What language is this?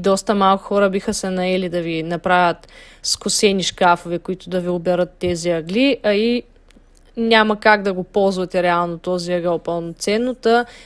Bulgarian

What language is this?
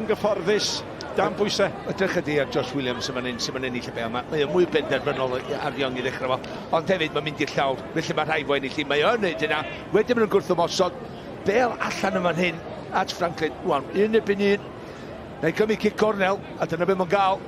Welsh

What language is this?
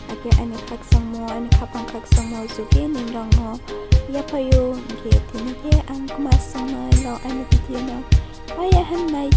Riang (India)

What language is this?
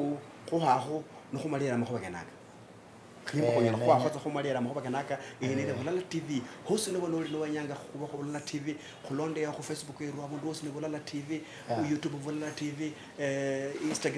Luyia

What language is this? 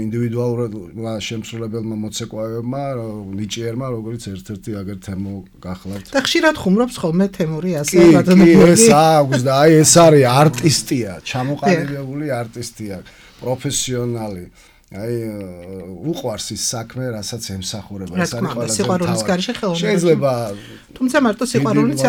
Georgian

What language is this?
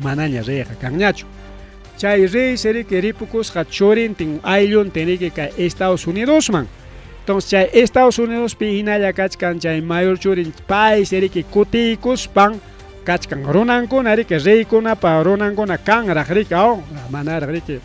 Ayacucho Quechua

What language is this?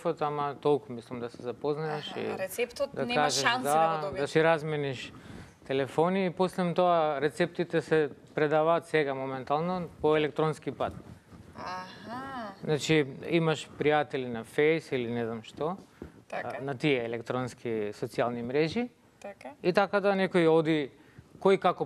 Macedonian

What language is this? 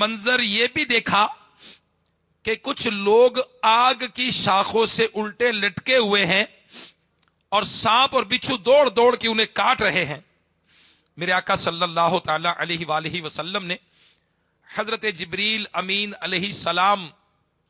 Urdu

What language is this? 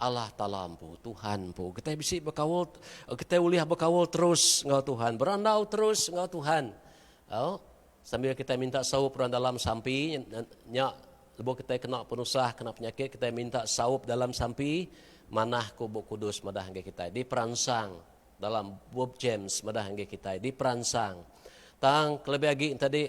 Iban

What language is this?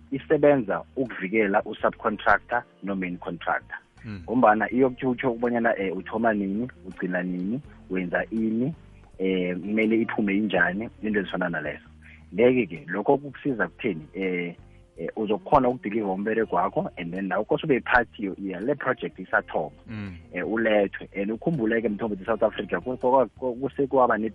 South Ndebele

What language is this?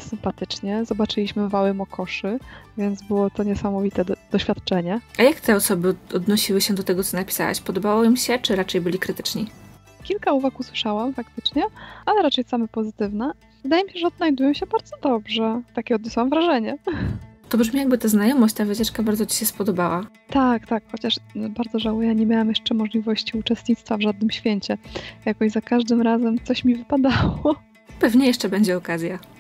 Polish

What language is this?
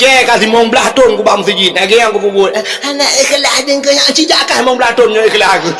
Achinese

